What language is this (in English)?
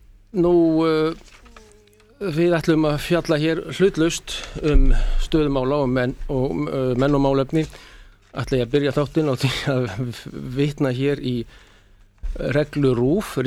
Icelandic